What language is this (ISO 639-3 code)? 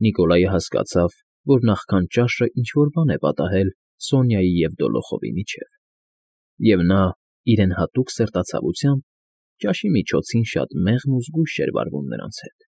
hye